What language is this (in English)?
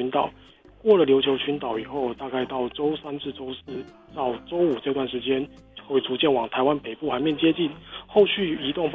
Chinese